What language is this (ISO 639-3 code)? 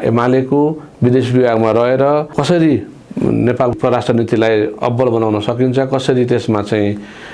nep